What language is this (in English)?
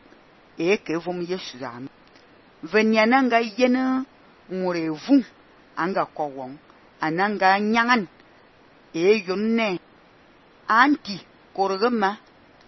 Fang